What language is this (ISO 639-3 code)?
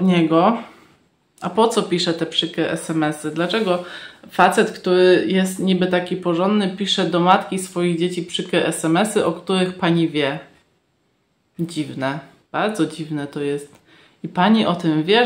pol